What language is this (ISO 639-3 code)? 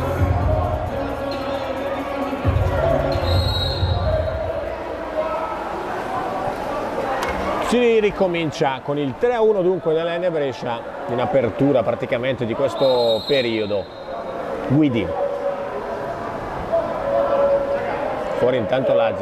ita